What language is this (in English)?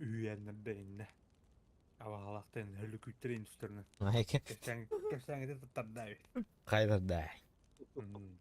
Yakut